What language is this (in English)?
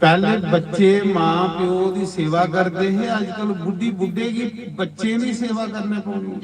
Dogri